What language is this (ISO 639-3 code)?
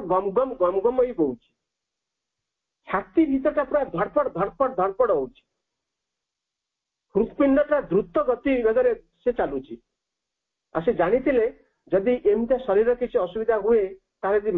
ori